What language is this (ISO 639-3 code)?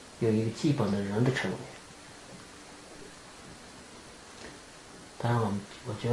zho